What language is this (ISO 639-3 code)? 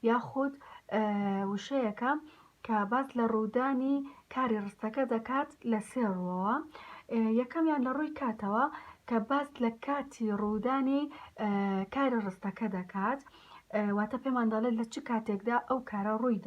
ckb